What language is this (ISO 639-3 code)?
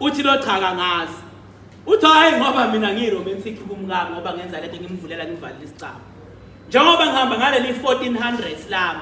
zul